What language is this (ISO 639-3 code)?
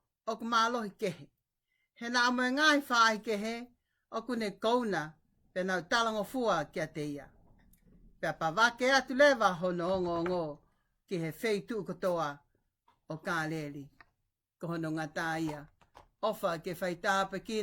ton